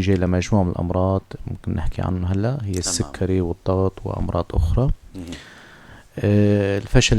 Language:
North Levantine Arabic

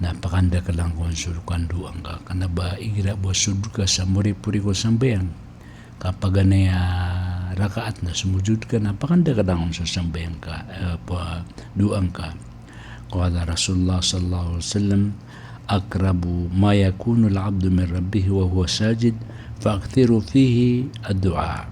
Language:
Maranao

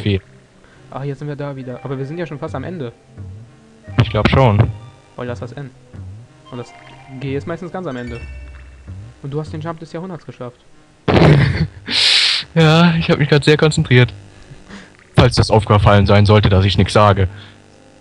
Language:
German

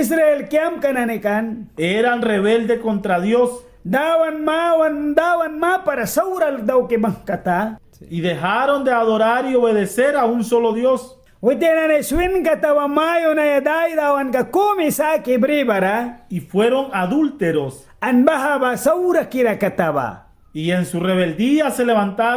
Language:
Mískito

